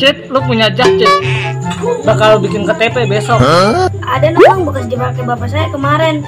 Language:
Betawi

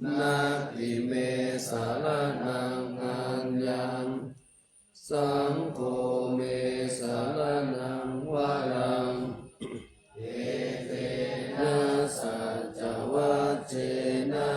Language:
Pali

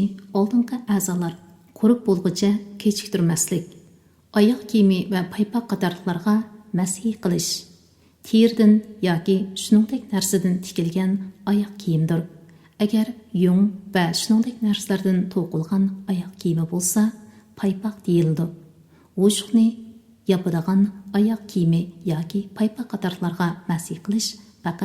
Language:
Uyghur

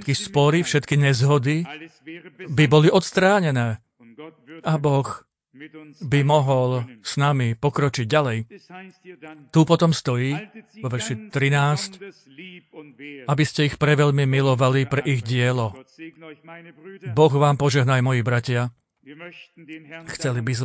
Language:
Slovak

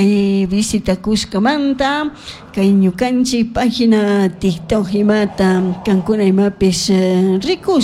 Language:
Chimborazo Highland Quichua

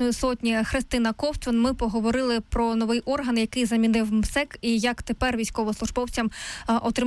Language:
Ukrainian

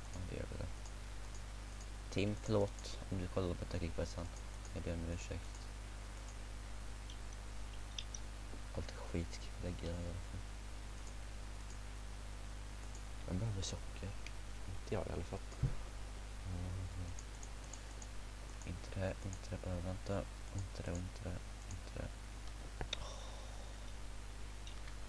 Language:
Swedish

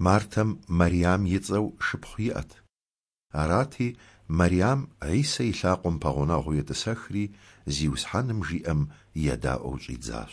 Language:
Kabardian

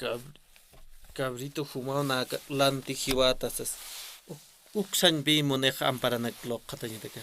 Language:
Aymara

